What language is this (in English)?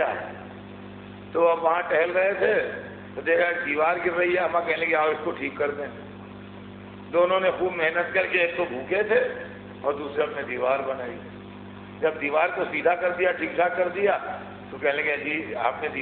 Urdu